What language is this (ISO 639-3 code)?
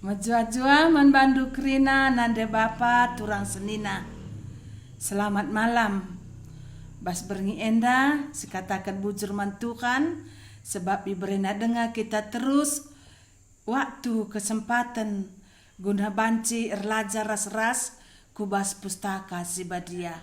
btx